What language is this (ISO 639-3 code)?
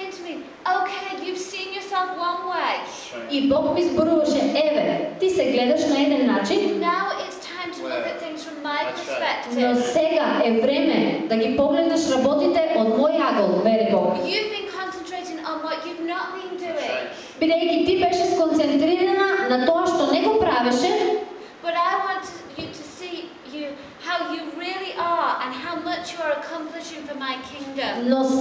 mkd